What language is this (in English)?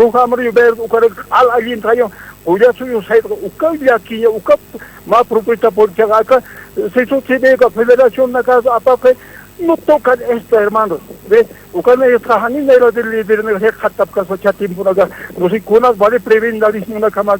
Aymara